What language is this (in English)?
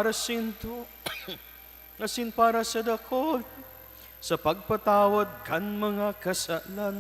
Bikol